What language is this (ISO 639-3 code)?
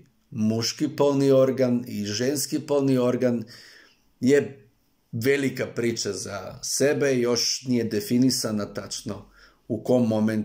srp